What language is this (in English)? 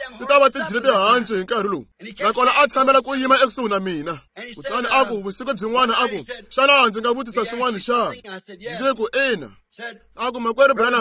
Tsonga